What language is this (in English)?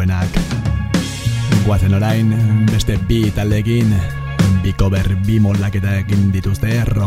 Basque